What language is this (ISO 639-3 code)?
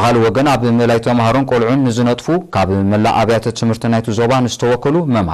tir